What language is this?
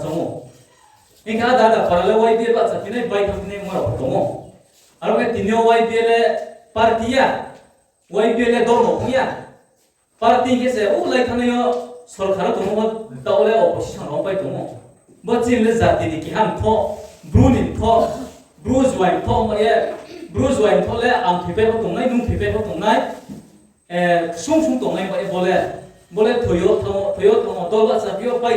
Riang (India)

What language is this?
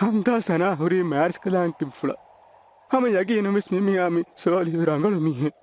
Divehi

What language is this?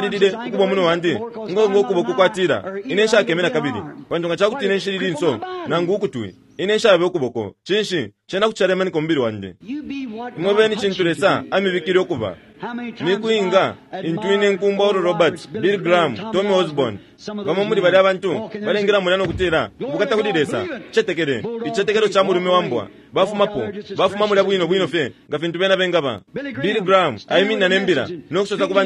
Bemba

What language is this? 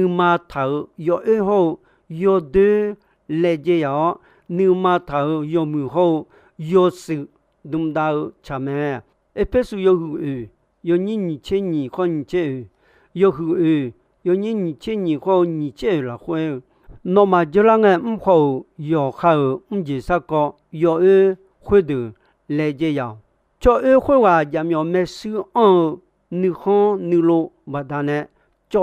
Akha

